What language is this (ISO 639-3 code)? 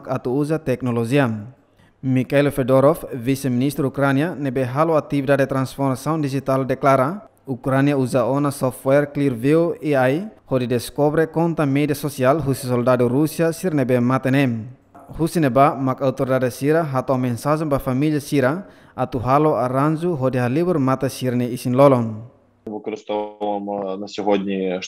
tet